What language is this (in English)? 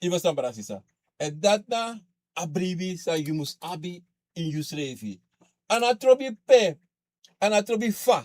Sranan Tongo